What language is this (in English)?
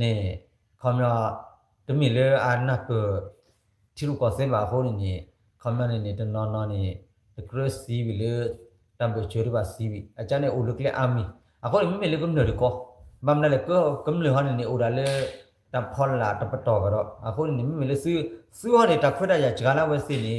S'gaw Karen